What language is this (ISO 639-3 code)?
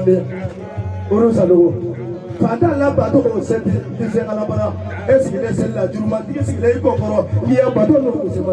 bam